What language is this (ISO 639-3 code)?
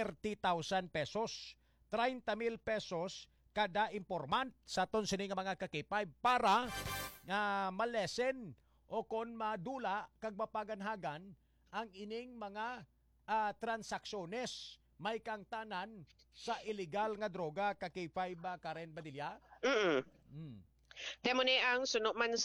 hil